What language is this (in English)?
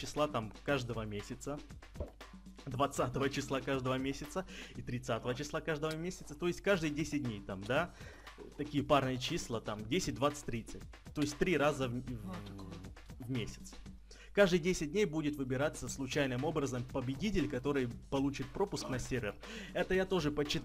Russian